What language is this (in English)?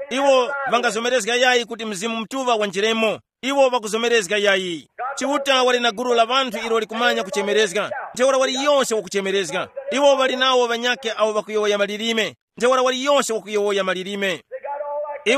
Tumbuka